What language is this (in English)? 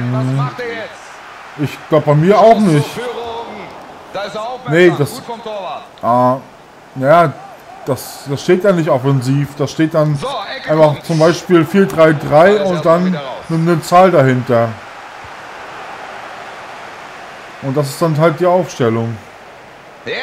German